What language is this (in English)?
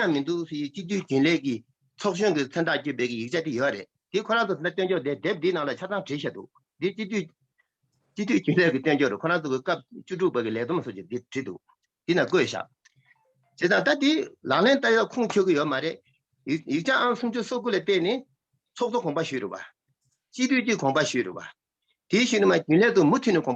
Tibetan